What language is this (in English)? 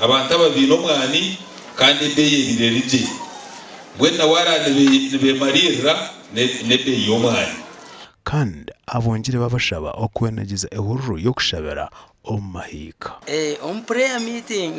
Nyankole